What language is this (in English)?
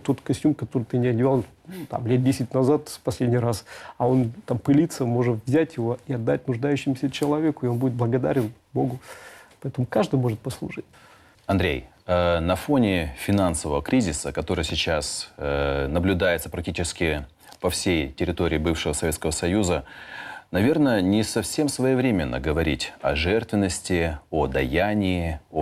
Russian